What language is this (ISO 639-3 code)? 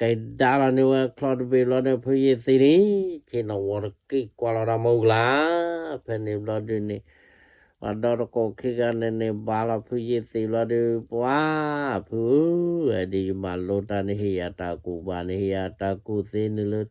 ksw